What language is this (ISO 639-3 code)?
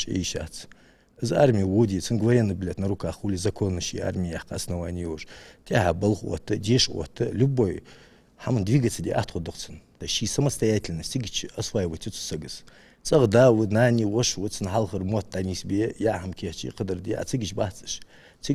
inh